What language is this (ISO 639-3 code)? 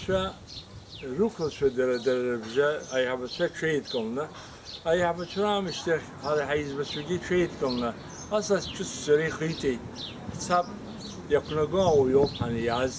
abk